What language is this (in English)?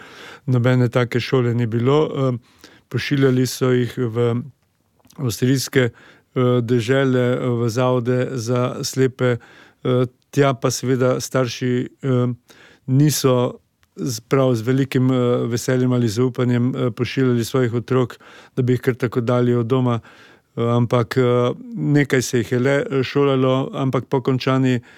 Slovenian